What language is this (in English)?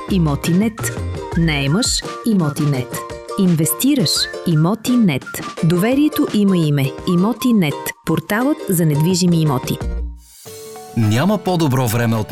Bulgarian